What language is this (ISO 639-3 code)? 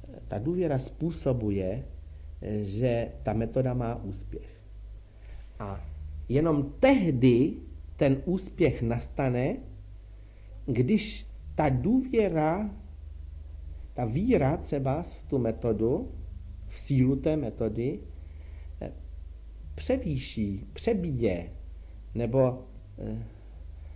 ces